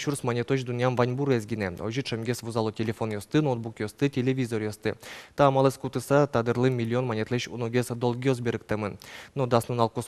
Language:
Udmurt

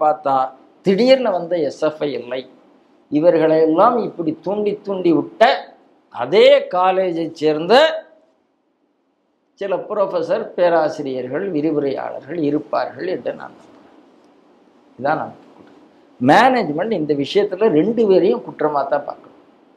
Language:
Tamil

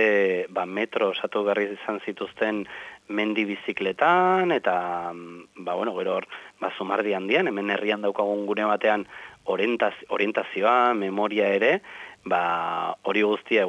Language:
Basque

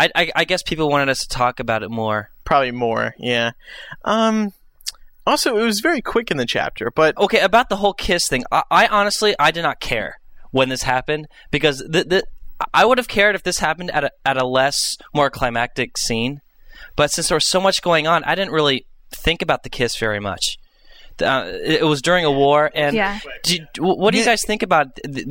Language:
English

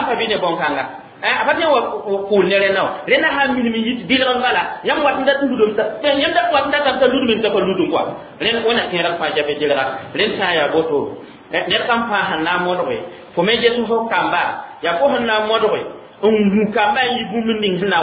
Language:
Mossi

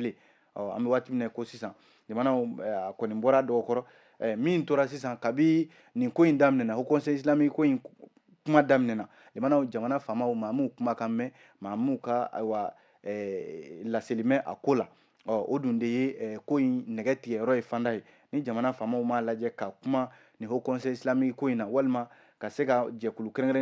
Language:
Bambara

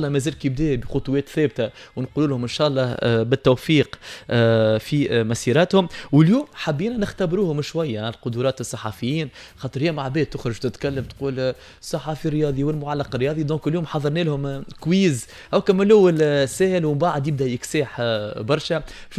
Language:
Tunisian Arabic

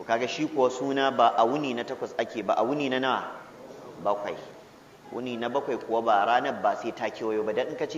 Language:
Hausa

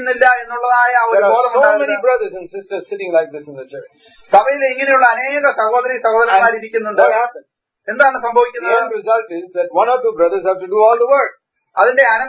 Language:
Malayalam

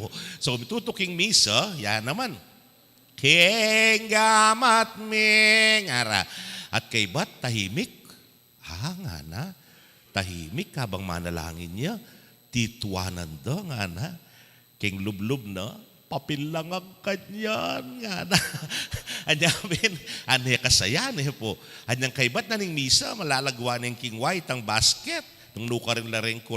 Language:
Pampanga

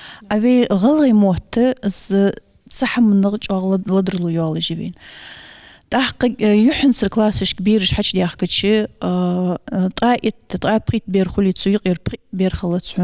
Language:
Ingush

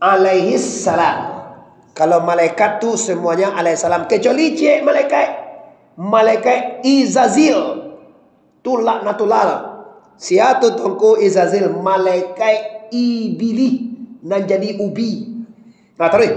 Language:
Minangkabau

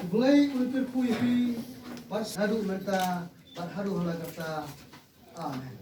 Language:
Khasi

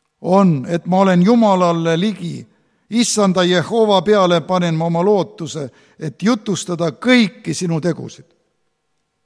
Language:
Estonian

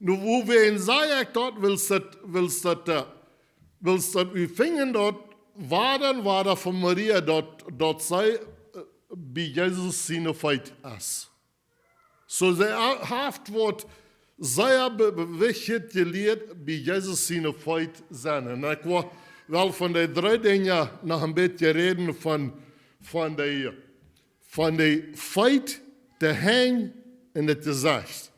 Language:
Plautdietsch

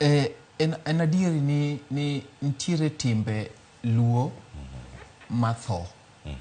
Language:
Luo (Kenya and Tanzania)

